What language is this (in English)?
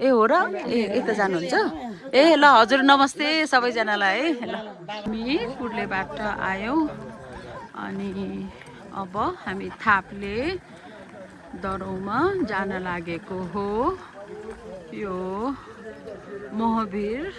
Nepali